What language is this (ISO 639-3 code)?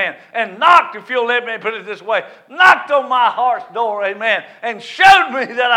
eng